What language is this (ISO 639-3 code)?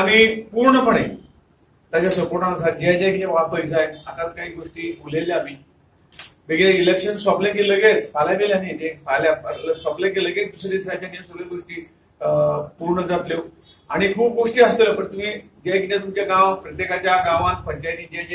kok